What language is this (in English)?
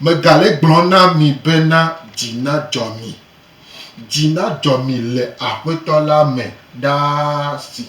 Gen